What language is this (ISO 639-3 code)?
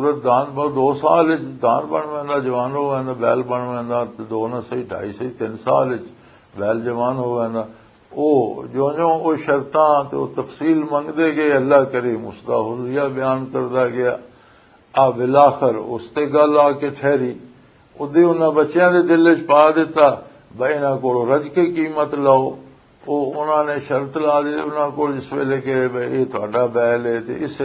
lah